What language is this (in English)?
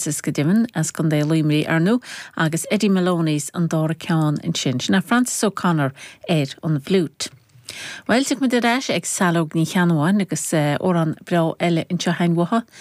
Irish